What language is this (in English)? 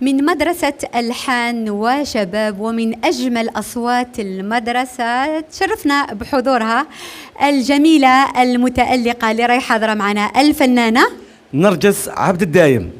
Algerian Arabic